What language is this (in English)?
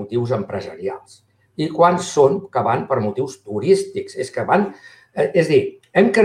Catalan